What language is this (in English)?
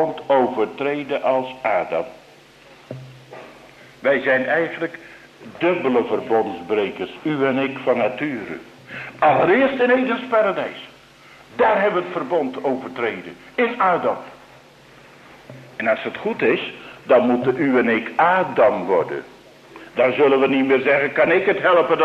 Dutch